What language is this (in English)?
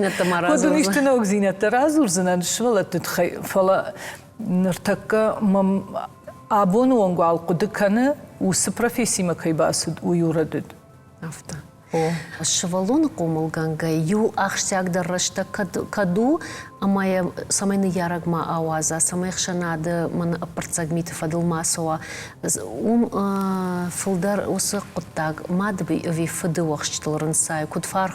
Ossetic